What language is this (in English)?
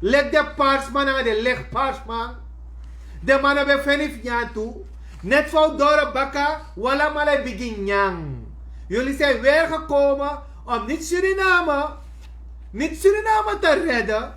Sranan Tongo